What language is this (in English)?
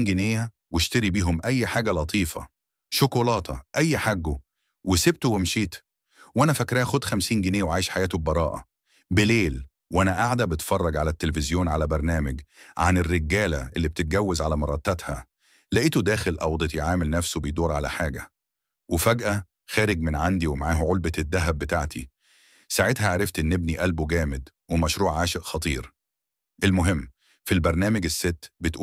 Egyptian Arabic